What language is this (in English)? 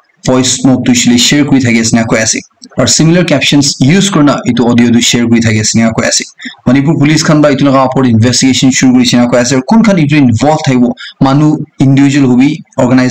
Naga Pidgin